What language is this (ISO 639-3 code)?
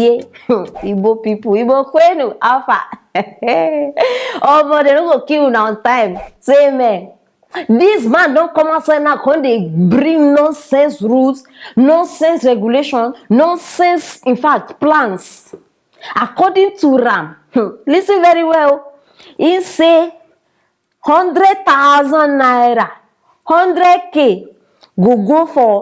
pcm